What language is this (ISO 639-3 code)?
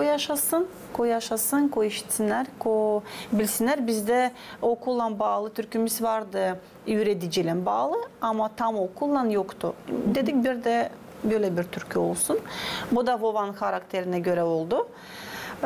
gag